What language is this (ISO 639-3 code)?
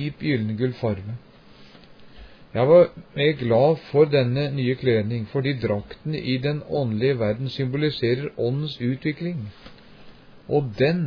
nor